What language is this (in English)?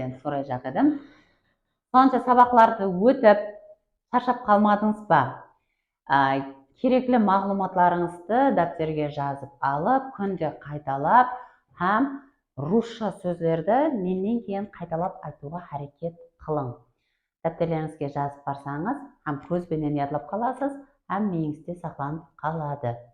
Kara-Kalpak